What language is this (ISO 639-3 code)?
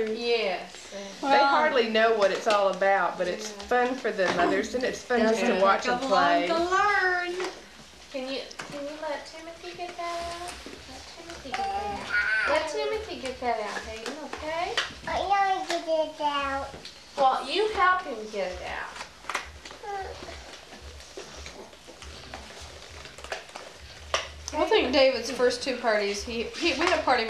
eng